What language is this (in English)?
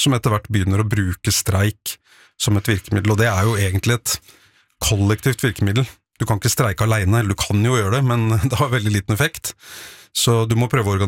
Norwegian